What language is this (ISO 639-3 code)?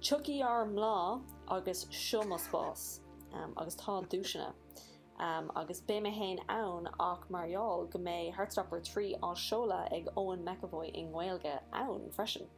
gle